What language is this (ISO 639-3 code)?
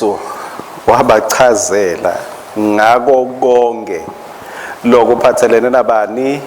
ssw